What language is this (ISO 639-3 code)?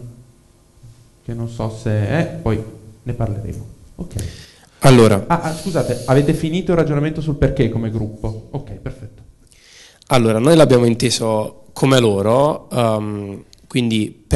ita